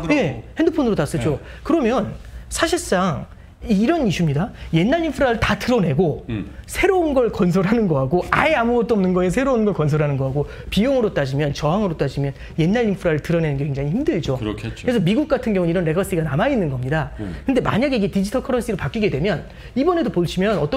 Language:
Korean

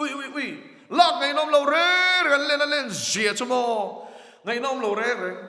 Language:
Mizo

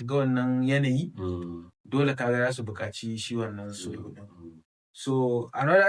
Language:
Hausa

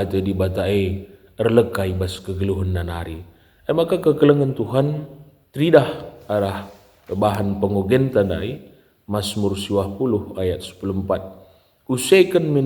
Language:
Batak Karo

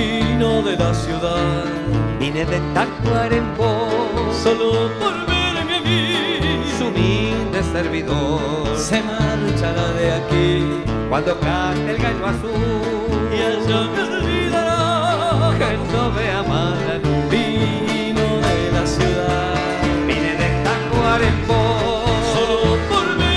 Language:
Spanish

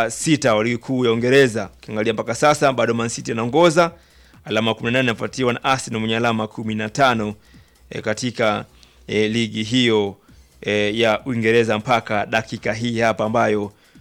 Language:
Swahili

